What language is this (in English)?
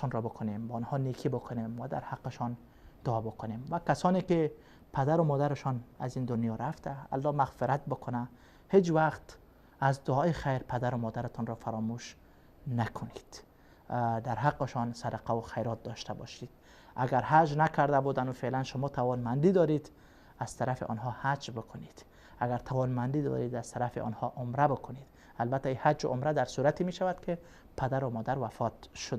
Persian